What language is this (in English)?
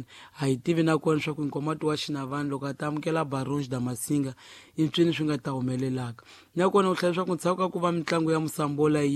Tsonga